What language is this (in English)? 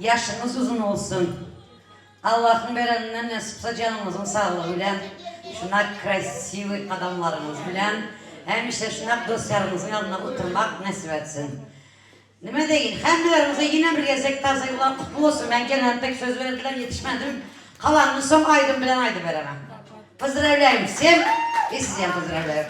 Turkmen